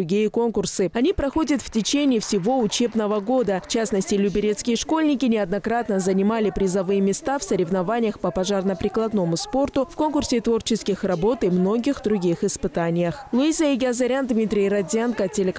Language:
Russian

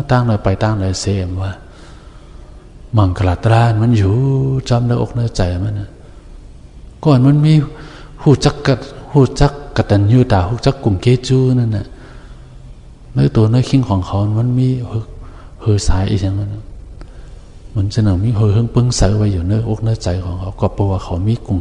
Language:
Shan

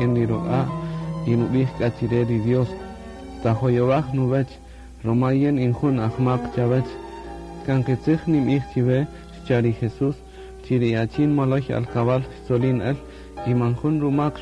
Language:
Kaqchikel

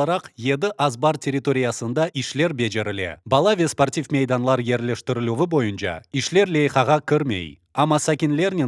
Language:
Crimean Tatar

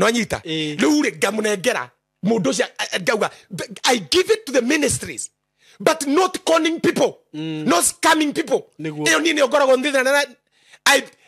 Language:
Kikuyu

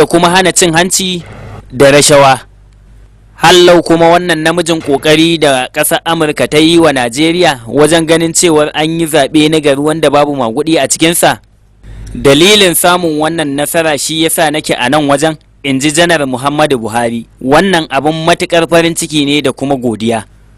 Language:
Hausa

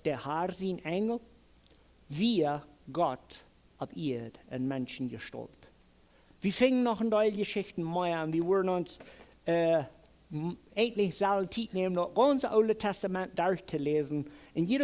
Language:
Plautdietsch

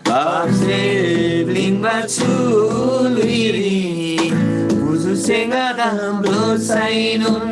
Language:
Eastern Tamang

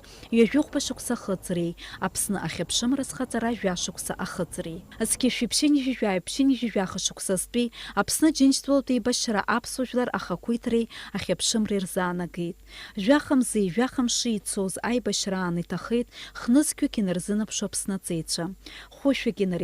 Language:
Abkhazian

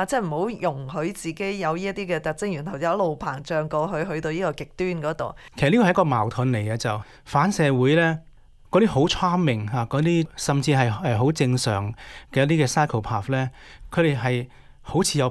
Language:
Cantonese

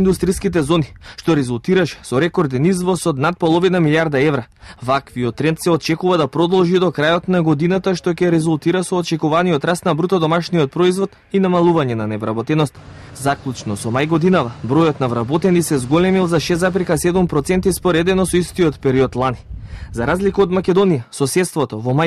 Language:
Macedonian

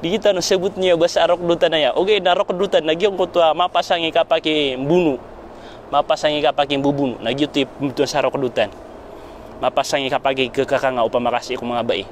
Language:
Maranao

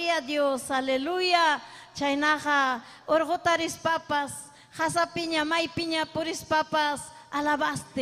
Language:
Ayacucho Quechua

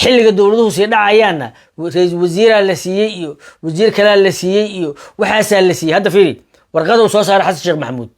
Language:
Somali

